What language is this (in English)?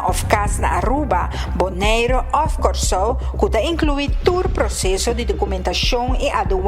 Papiamento